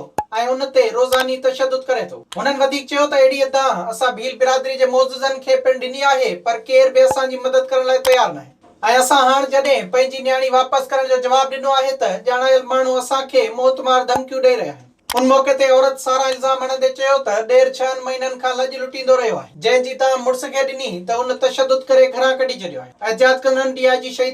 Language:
Sindhi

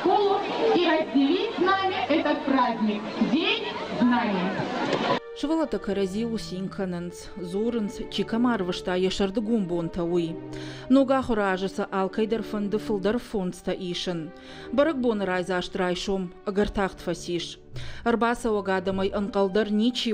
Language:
Ossetic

